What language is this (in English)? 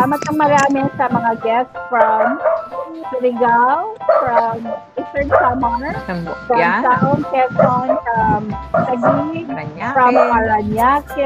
Filipino